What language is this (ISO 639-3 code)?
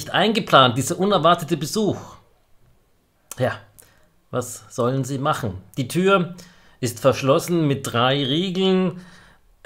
deu